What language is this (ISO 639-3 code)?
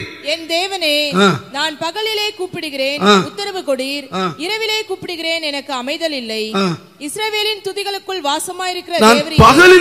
tam